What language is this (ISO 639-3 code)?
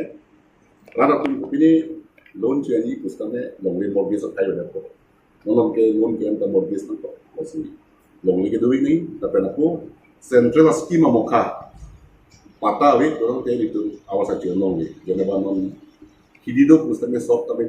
mjw